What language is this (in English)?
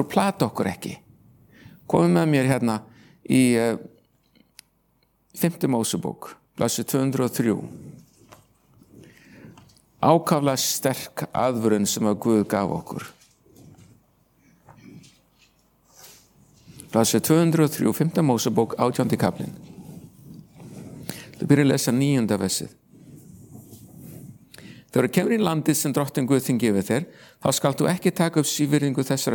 Icelandic